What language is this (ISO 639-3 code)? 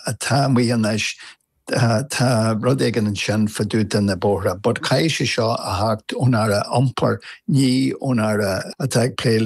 gle